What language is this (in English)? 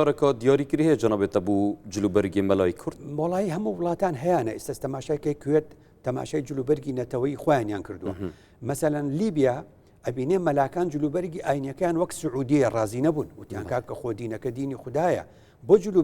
Central Kurdish